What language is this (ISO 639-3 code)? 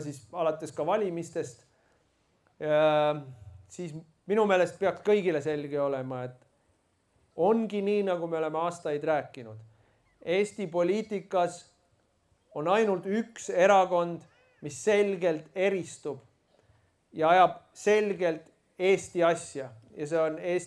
est